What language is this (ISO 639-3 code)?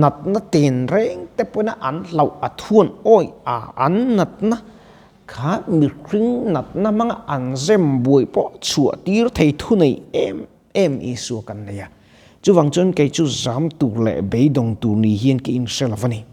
lus